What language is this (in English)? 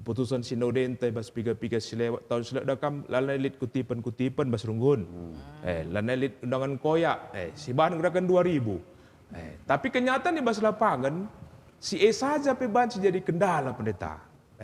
Batak Karo